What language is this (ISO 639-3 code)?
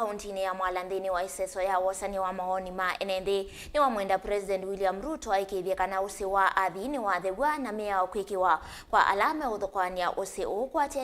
kam